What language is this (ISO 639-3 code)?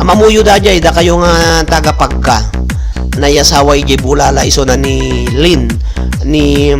ilo